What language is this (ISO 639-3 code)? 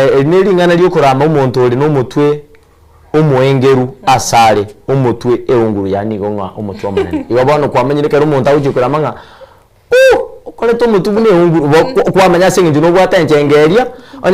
guz